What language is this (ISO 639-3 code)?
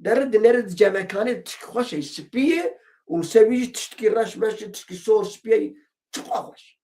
kur